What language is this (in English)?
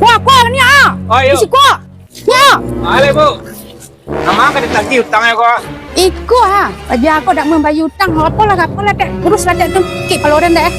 Minangkabau